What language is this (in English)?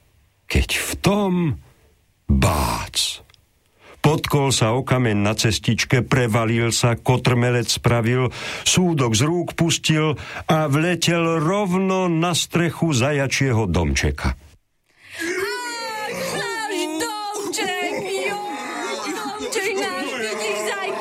Slovak